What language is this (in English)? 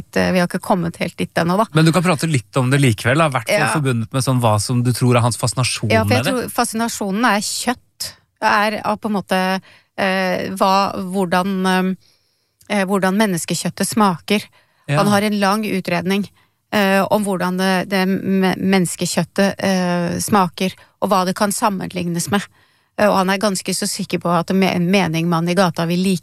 Norwegian